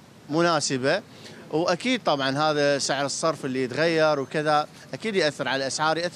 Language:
Mesopotamian Arabic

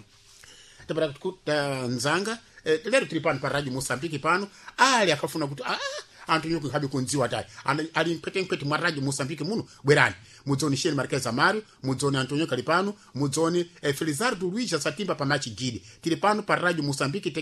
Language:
Sena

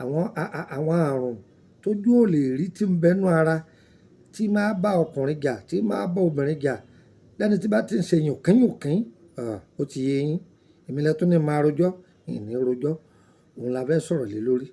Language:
Yoruba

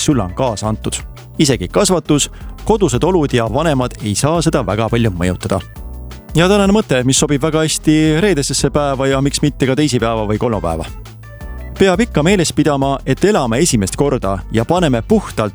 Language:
Estonian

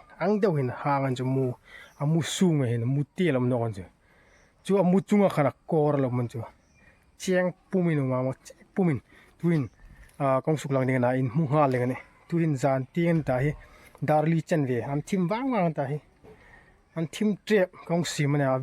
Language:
Hmar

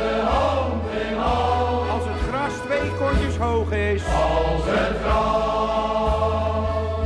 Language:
Dutch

